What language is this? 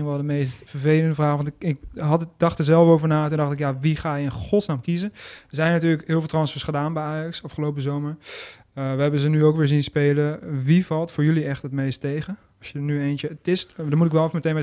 Dutch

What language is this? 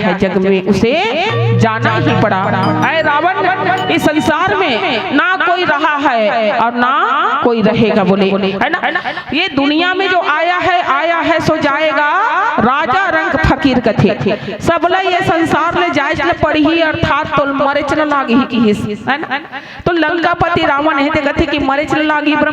Chhattisgarhi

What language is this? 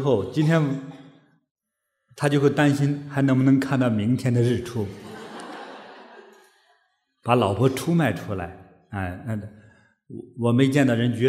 Chinese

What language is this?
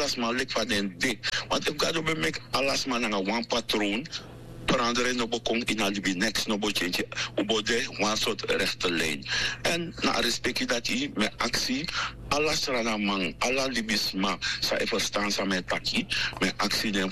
Sranan Tongo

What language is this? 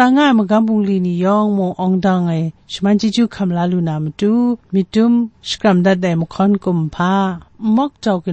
Kachin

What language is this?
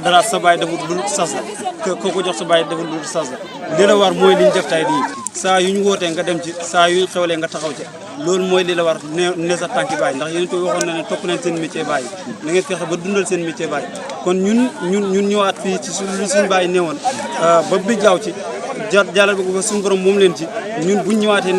Wolof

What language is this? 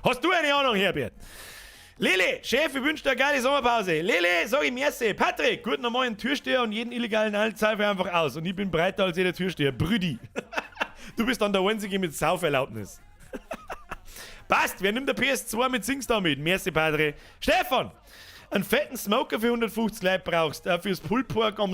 Bavarian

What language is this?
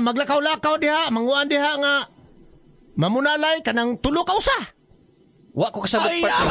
Cebuano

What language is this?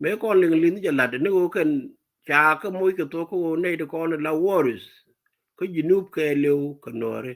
Nuer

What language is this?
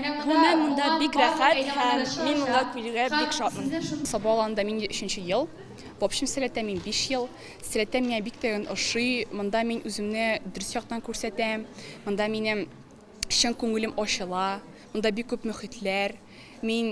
Tatar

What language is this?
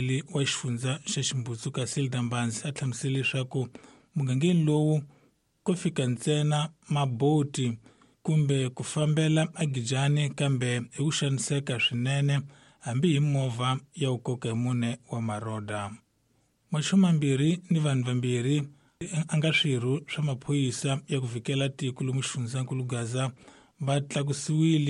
Tsonga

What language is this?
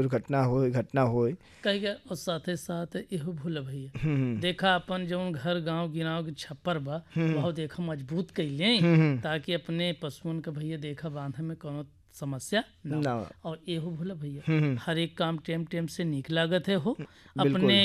Bhojpuri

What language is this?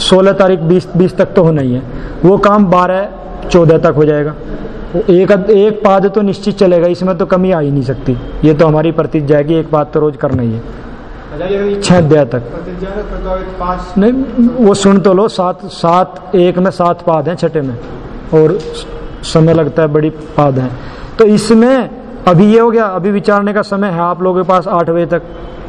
Hindi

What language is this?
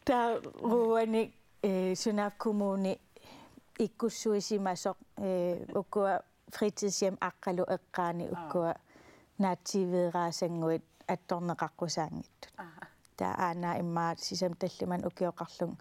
Kalaallisut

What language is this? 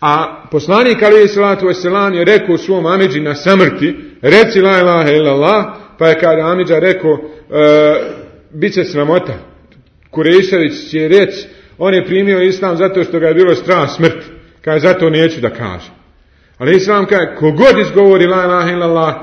Bosnian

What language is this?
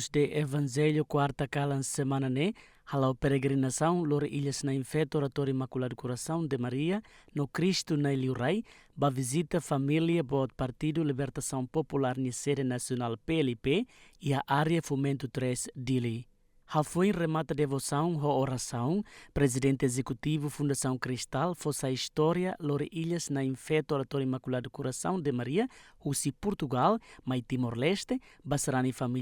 Tetum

